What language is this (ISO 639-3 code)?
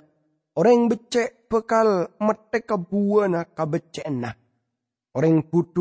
mad